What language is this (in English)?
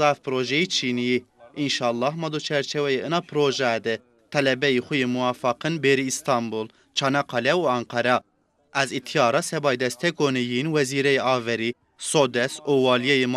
Zaza